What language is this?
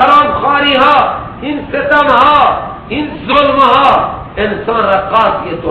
Persian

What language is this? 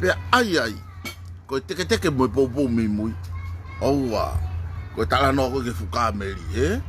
Tongan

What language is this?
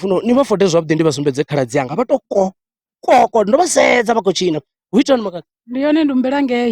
Venda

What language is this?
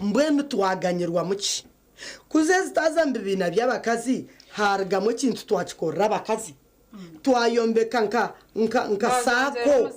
Nyankole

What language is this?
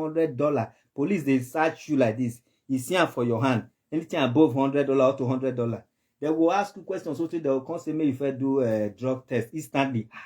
Nigerian Pidgin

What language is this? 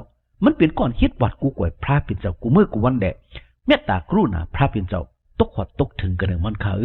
Shan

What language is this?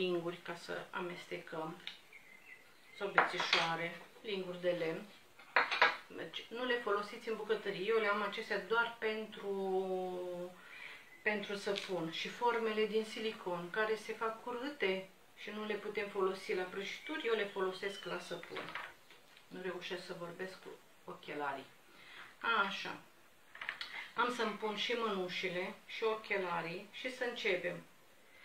Romanian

